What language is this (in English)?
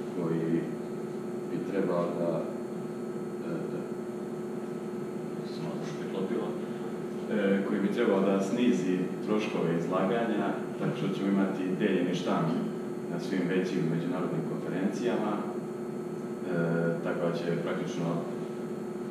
Serbian